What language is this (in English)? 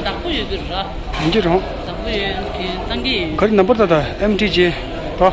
Tibetan